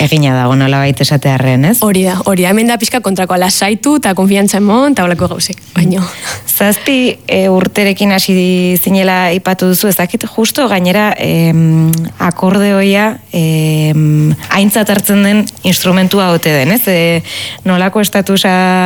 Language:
Basque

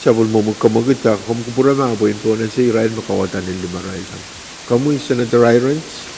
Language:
Pohnpeian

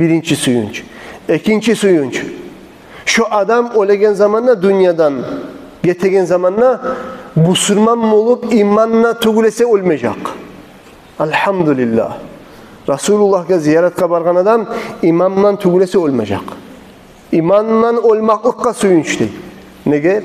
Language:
Kumyk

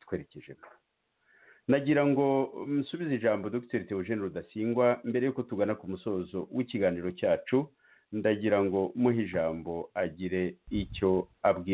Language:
Kinyarwanda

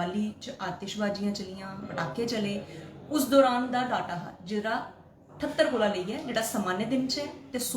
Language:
Dogri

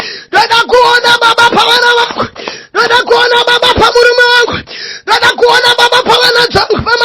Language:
Shona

